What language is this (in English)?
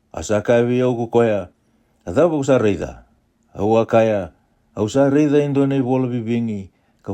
Fijian